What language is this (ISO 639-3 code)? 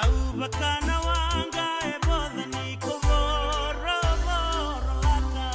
fij